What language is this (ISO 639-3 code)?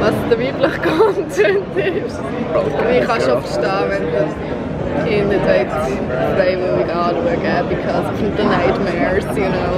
gsw